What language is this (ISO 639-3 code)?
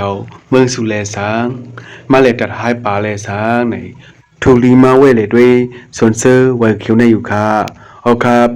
shn